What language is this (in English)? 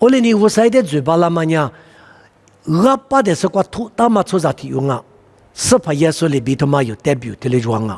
Lisu